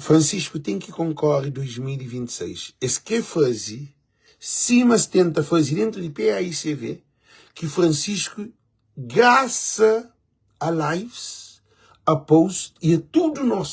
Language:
Kabuverdianu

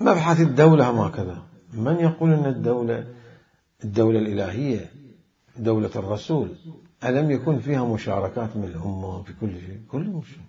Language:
Mesopotamian Arabic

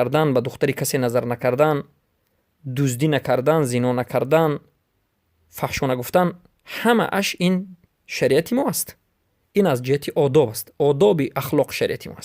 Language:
Persian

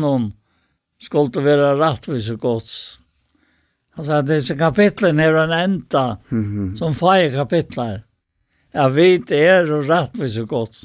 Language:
Faroese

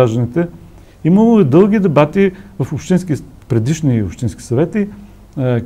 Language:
Bulgarian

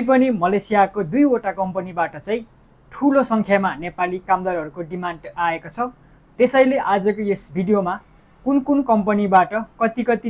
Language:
Nepali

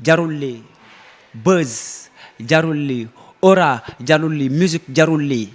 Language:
Wolof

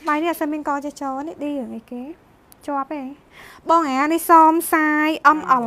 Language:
Khmer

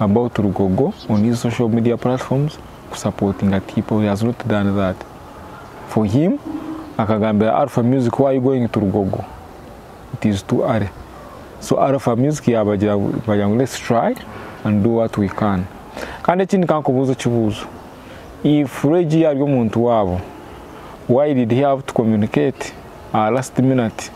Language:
Nyankole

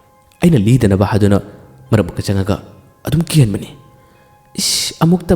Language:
Manipuri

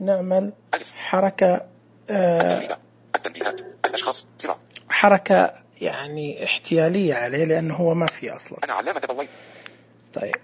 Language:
Najdi Arabic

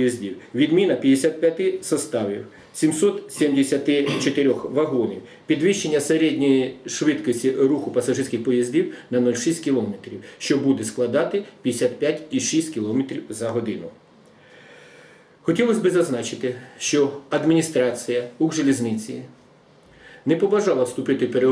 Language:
Ukrainian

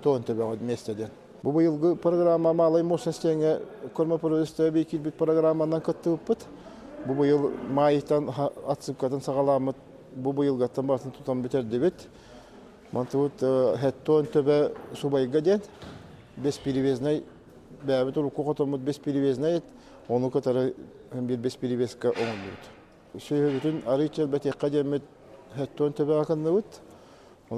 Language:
Yakut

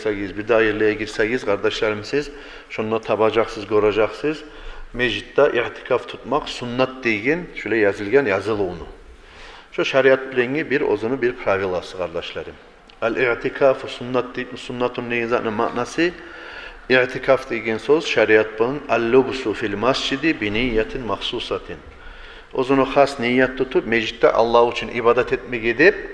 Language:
Kumyk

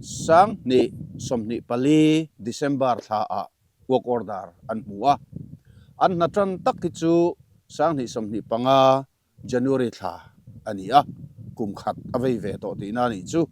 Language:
Mizo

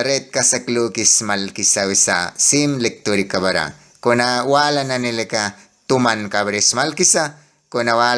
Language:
Mískito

